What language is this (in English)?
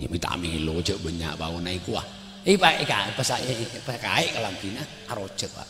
Madurese